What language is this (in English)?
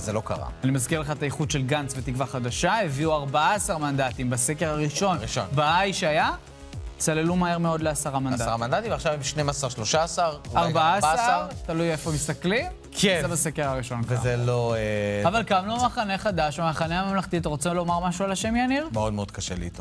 Hebrew